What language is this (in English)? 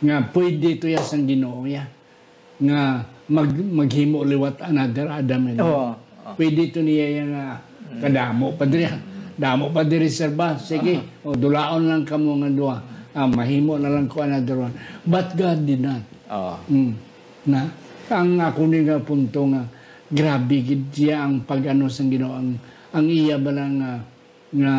Hiligaynon